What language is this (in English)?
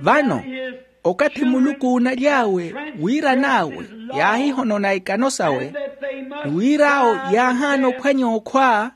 Makhuwa